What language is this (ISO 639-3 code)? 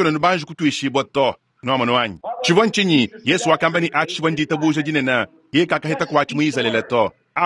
lua